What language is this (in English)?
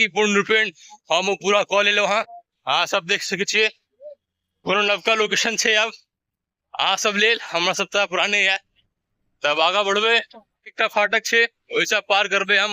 Maithili